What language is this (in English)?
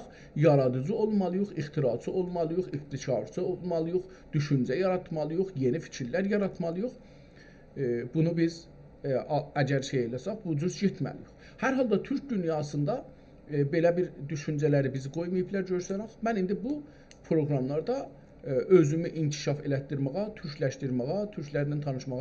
South Azerbaijani